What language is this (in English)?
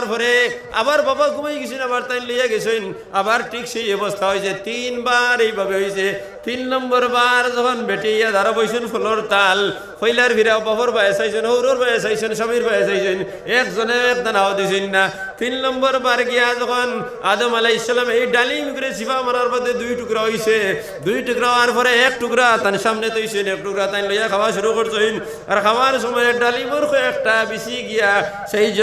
Sylheti